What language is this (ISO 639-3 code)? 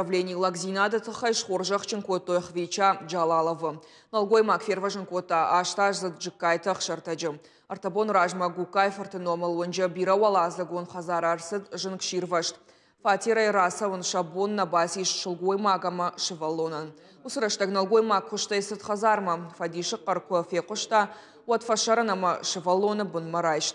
oss